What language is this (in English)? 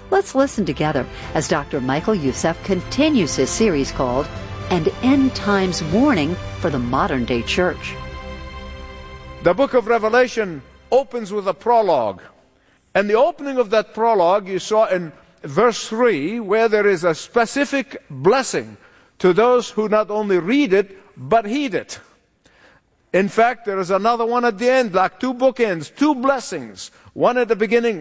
English